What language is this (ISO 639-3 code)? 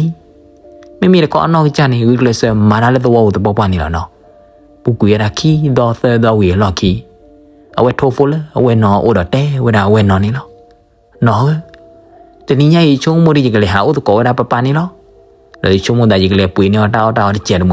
ksw